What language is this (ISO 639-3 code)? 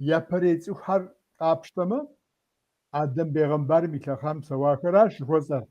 kbd